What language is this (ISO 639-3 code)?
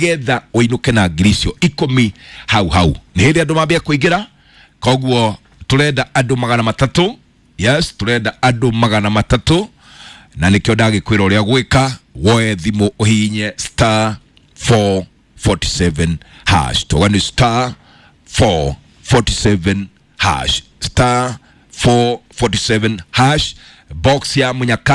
kik